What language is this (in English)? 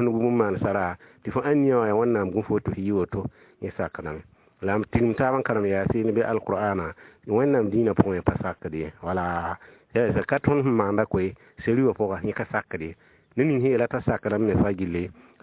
Mossi